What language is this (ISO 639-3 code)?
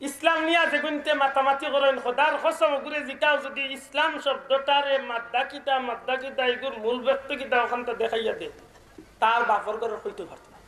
syl